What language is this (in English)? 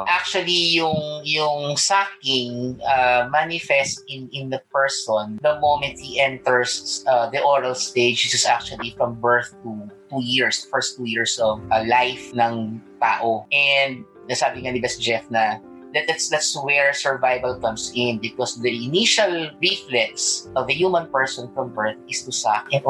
Filipino